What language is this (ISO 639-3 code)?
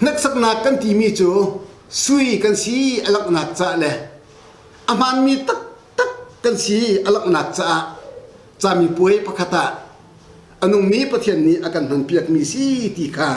cnh